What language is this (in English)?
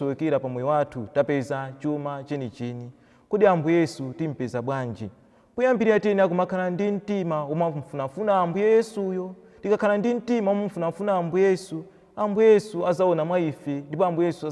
Nyanja